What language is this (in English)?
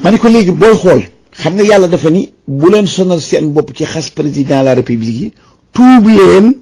Wolof